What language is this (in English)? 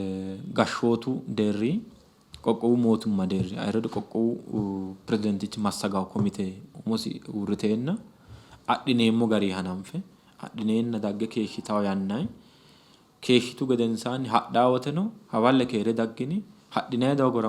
Sidamo